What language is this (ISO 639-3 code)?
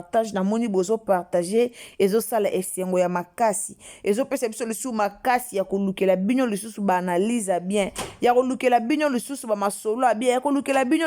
lin